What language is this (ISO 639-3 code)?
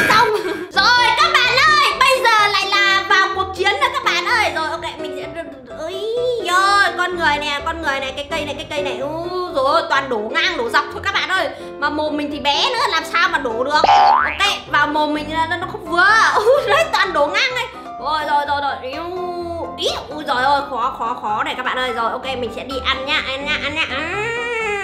vie